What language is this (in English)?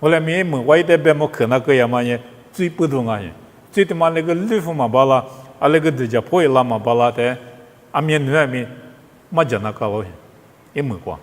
Lisu